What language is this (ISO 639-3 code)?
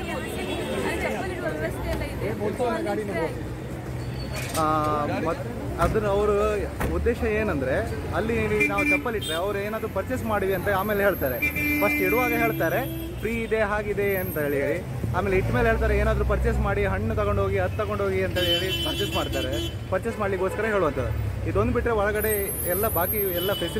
kan